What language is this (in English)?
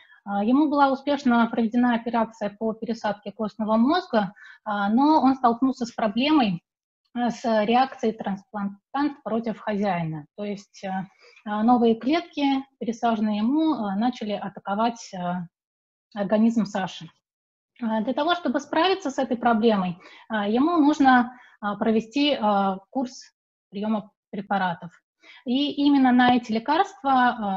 Russian